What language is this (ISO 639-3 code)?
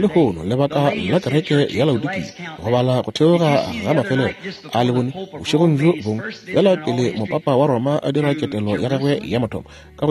nso